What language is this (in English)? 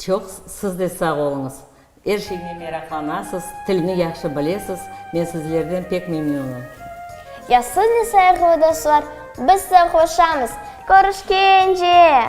Crimean Tatar